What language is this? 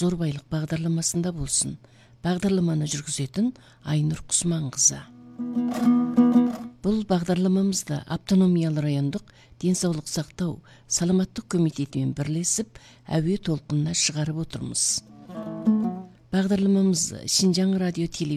Kazakh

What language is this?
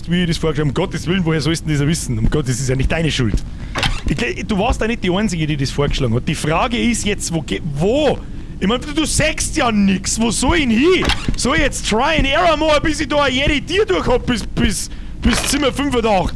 Bavarian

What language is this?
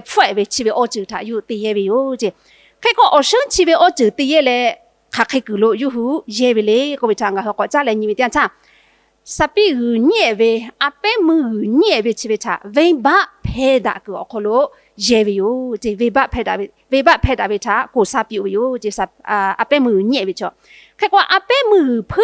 Lahu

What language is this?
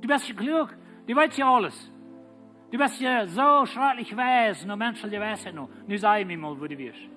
Plautdietsch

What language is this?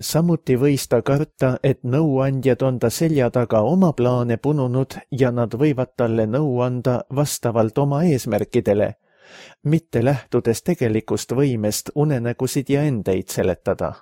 Estonian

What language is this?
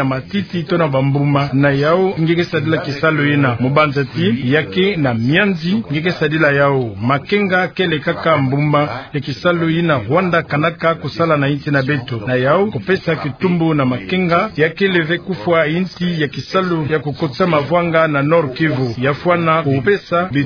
Kituba (Democratic Republic of Congo)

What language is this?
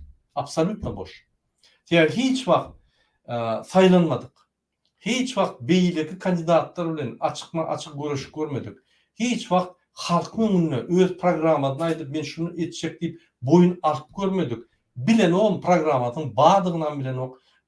Turkmen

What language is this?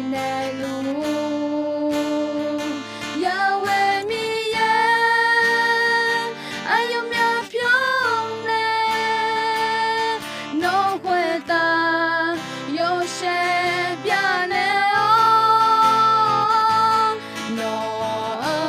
Akha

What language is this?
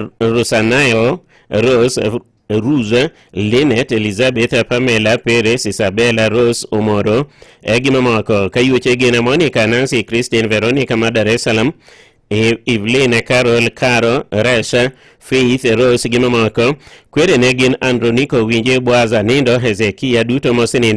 Luo (Kenya and Tanzania)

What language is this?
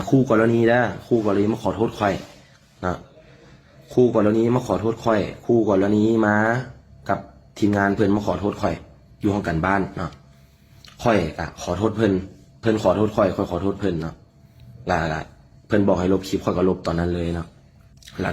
Lao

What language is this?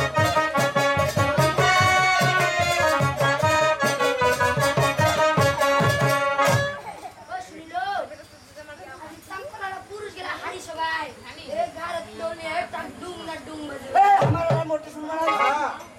Bangla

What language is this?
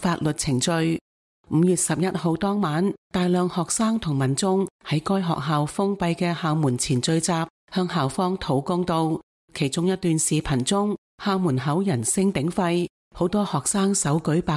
Cantonese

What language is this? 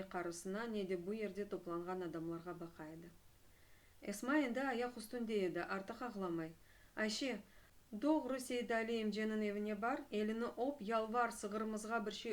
Crimean Tatar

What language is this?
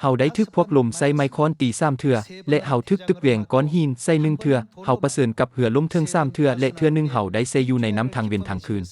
Lao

